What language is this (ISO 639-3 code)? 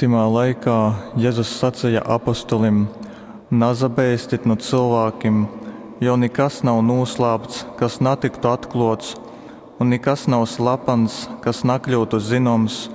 ltg